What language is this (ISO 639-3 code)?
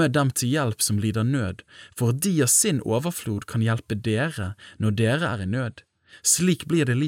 nor